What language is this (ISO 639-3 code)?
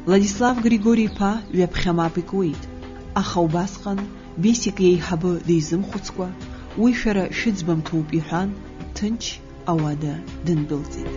abk